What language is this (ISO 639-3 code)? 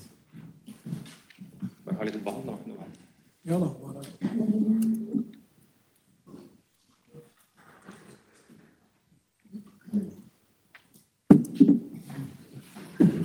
nor